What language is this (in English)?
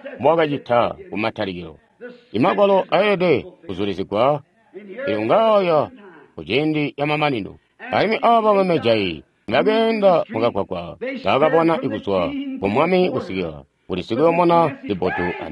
Tonga (Zambia)